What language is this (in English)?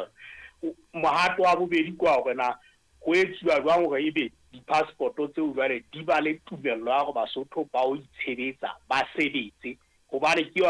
Southern Sotho